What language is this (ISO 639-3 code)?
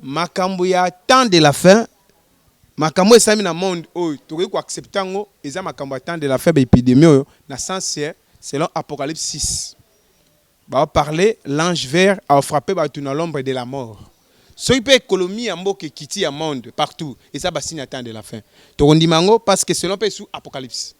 lin